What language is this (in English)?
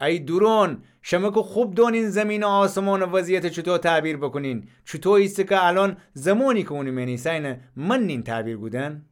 Gilaki